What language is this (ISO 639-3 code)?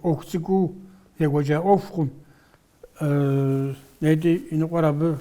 kbd